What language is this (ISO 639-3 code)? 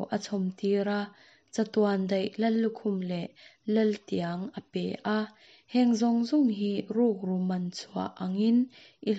lus